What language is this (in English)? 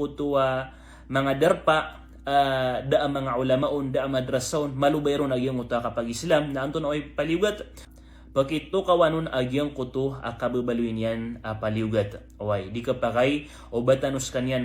Maranao